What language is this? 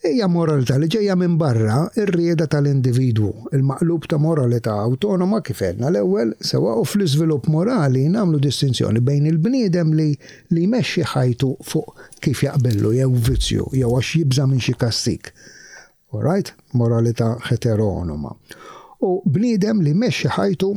Maltese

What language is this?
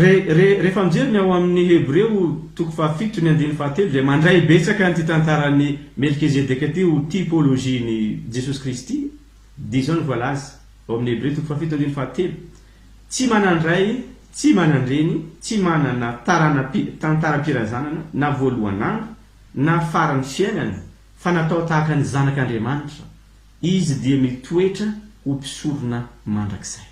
Malagasy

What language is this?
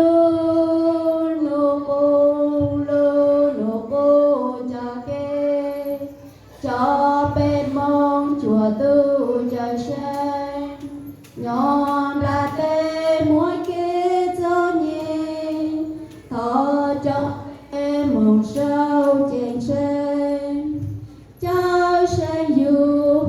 Hmong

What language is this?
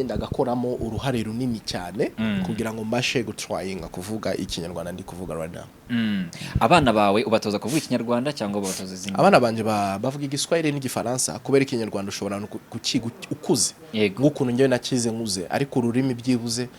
Kinyarwanda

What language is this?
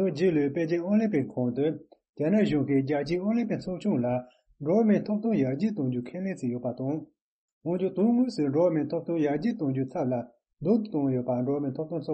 Tibetan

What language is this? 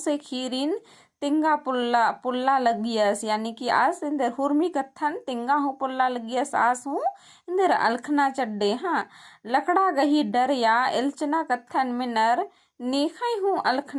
Kurukh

